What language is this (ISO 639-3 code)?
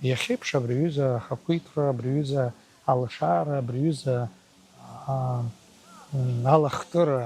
abk